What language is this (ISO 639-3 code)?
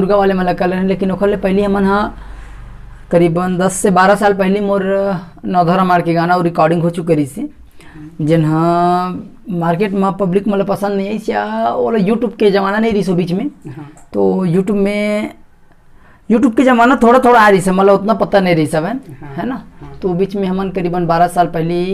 hne